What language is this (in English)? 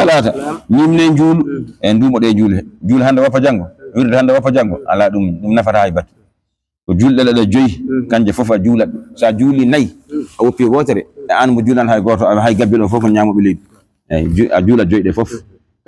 Fula